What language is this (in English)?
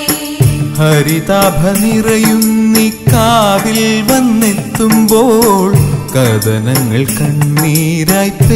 Malayalam